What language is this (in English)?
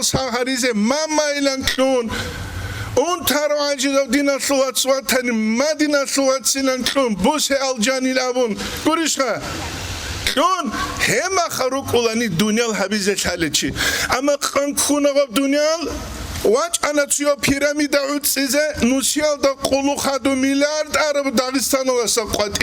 Avaric